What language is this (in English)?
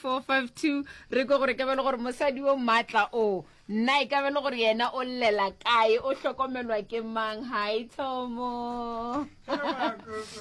Northern Sotho